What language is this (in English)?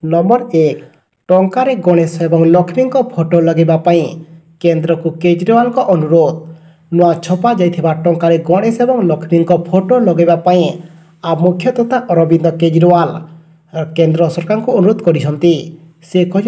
Odia